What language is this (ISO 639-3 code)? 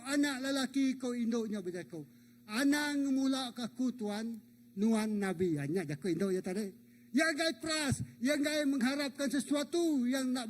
iba